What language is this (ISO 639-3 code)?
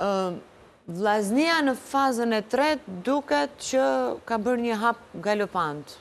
sqi